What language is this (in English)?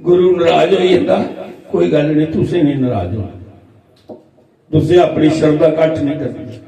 Dogri